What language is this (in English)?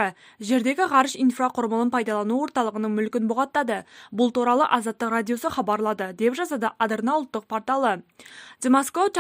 Kazakh